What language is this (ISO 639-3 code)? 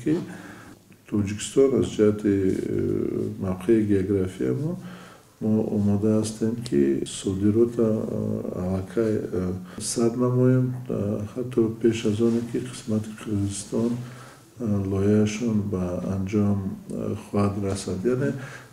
tgk